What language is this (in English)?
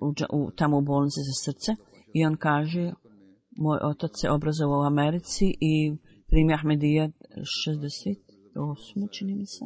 Bosnian